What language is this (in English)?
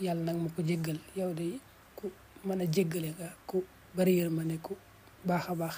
Wolof